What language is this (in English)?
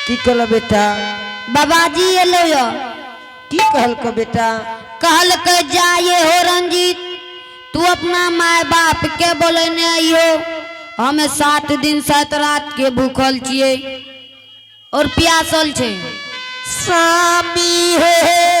Angika